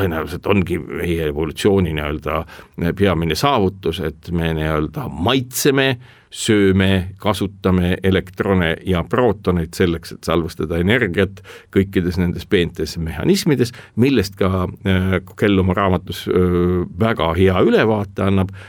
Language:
Estonian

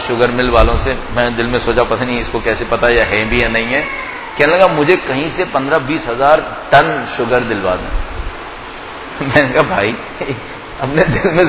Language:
Urdu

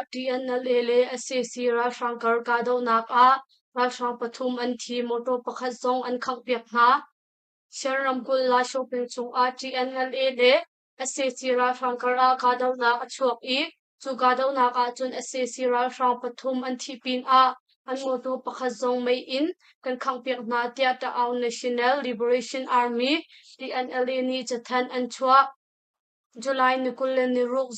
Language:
Hakha Chin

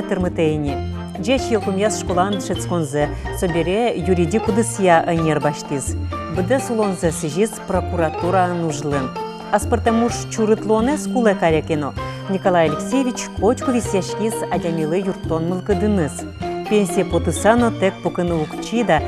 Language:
Udmurt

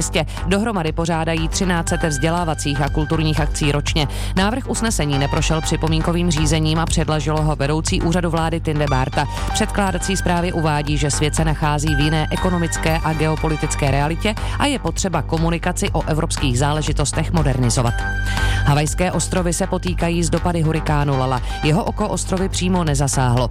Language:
Czech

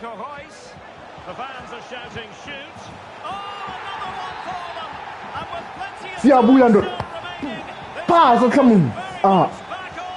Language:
Tswana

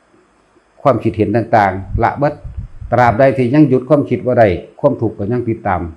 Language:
Northeastern Thai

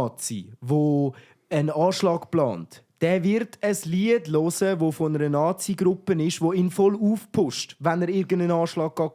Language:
Swiss German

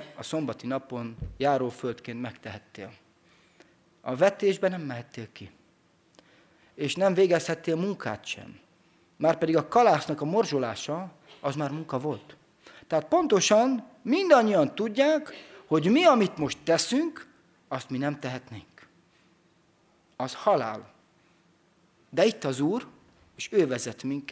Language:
Hungarian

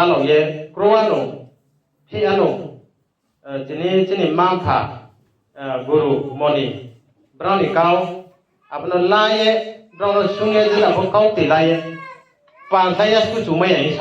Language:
Riang (India)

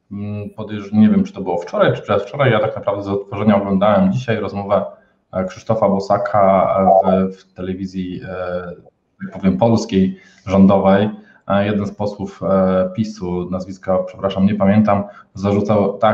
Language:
Polish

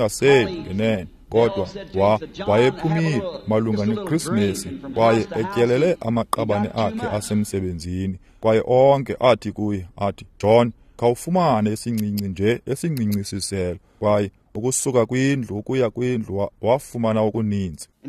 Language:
Xhosa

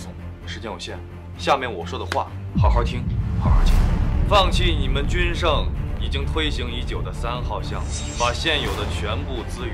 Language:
Chinese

